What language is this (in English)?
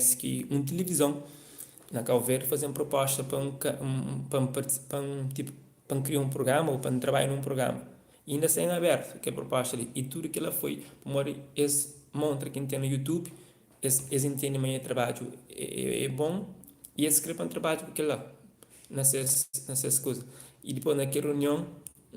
Kabuverdianu